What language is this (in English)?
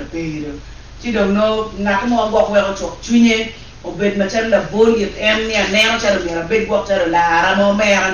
Acoli